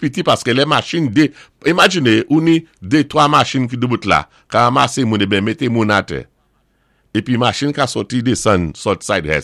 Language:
Saint Lucian Creole French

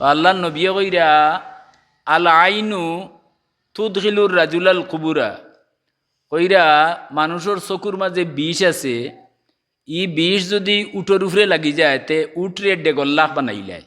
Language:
Sylheti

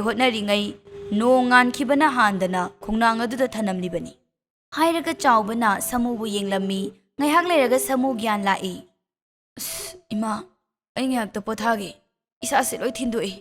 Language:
Manipuri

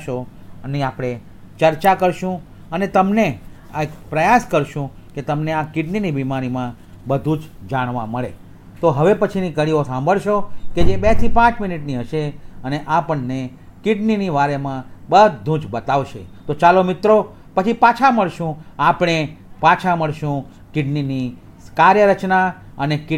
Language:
Gujarati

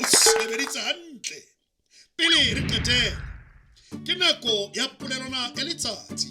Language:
Southern Sotho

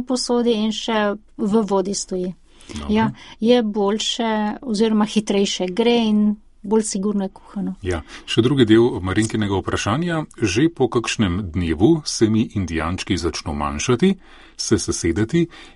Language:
Slovenian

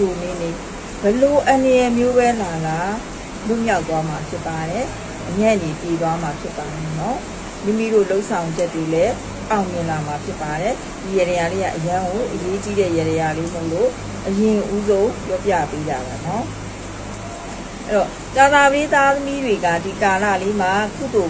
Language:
Burmese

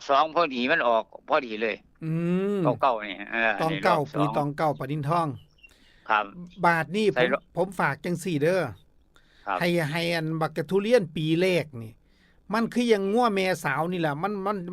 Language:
Northeastern Thai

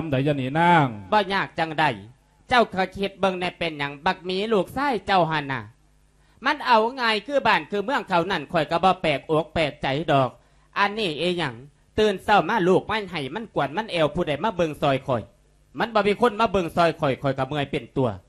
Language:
Lao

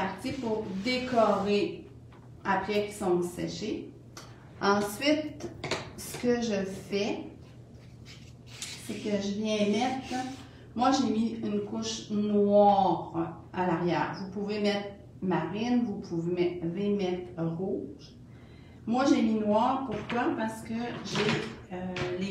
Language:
French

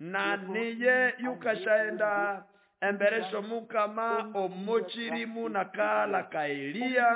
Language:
Nande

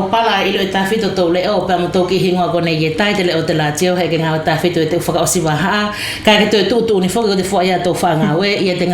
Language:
Wallisian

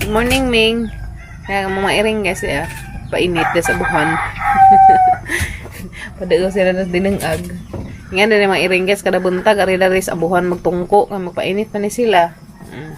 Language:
Cebuano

